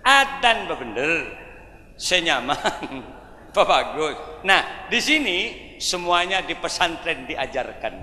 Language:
Madurese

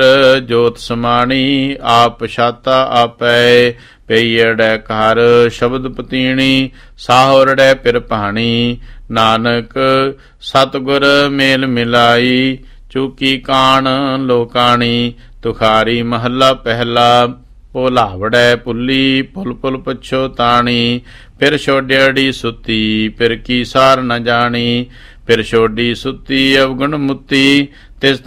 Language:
Punjabi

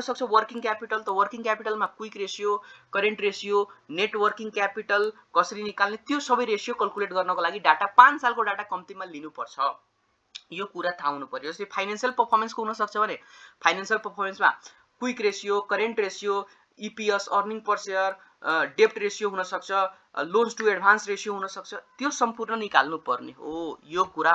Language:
Nepali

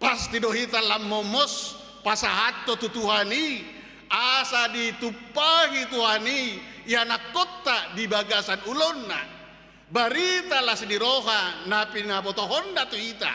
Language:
Batak Toba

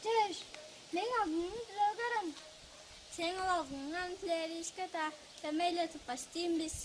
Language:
Tuvinian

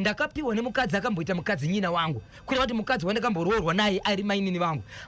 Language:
Shona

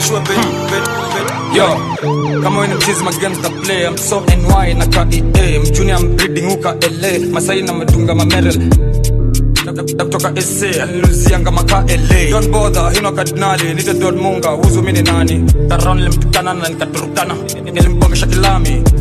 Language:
Swahili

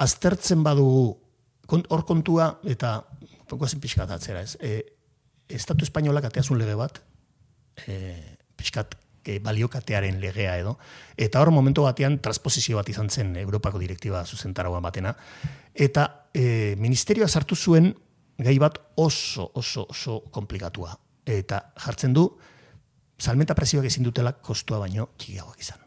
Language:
Basque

